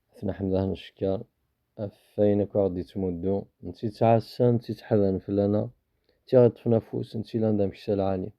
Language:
Kabyle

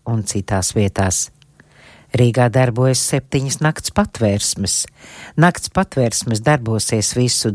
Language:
Latvian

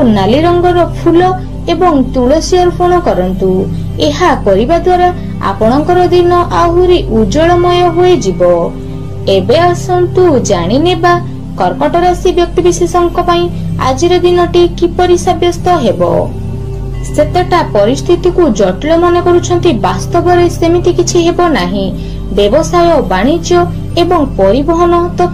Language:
Odia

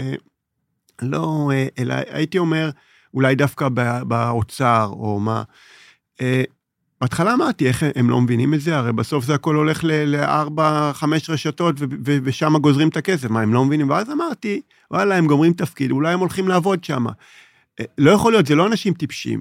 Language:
Hebrew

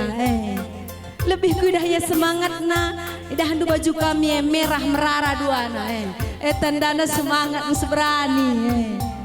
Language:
Batak Karo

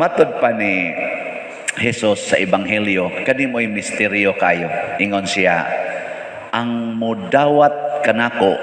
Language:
Cebuano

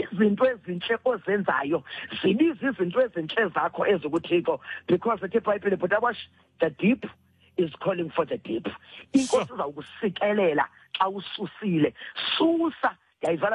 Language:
Xhosa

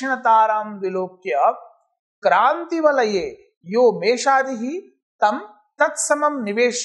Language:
Sanskrit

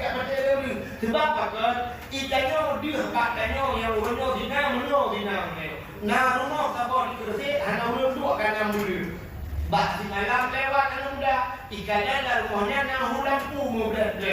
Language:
Achinese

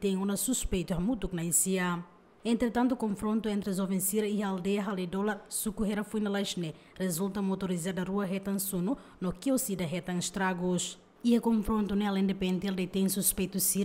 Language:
Tetum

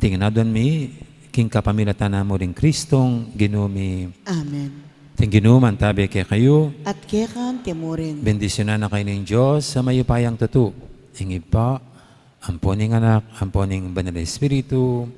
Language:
Pampanga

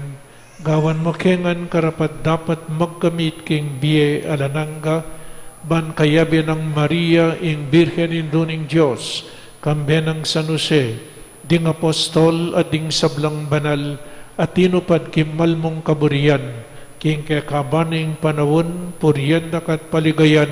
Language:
Pampanga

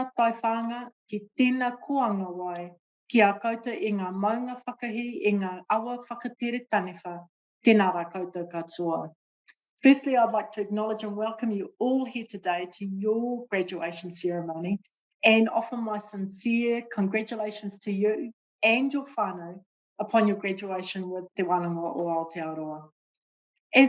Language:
Māori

